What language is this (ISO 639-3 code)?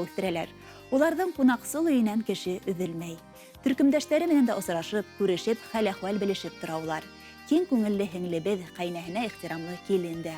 bak